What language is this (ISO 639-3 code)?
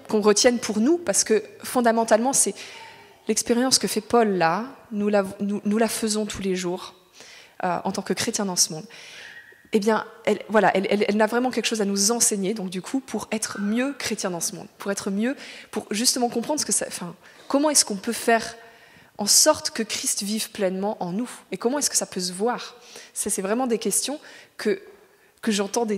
fra